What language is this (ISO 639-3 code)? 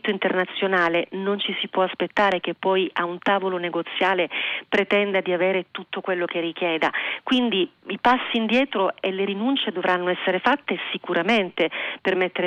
ita